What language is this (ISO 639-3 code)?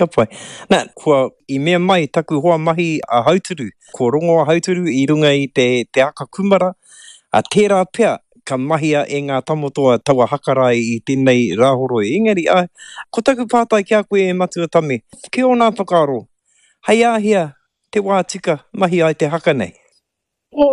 mri